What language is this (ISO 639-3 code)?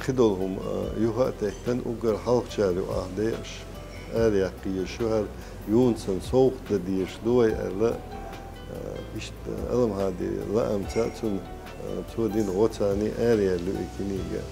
che